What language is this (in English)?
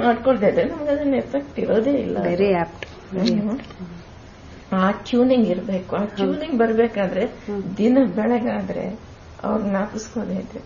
Kannada